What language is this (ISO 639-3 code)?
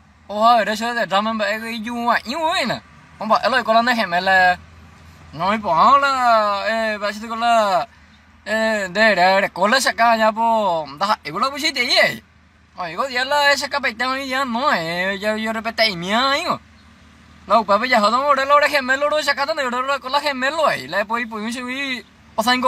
grn